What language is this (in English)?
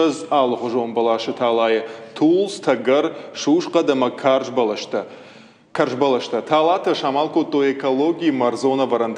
Ossetic